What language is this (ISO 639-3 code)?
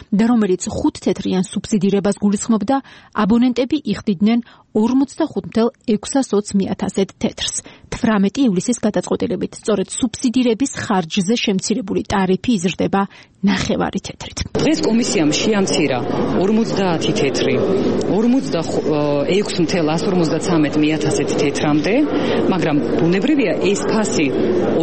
kat